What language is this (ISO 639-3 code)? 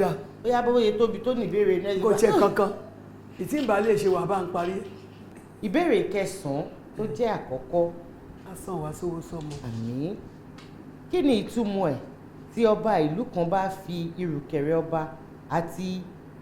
yor